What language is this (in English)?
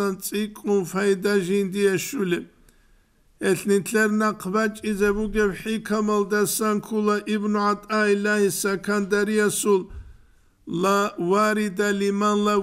Avaric